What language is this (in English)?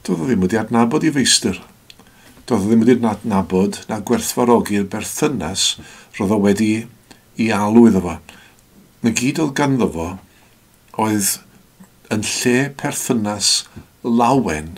Welsh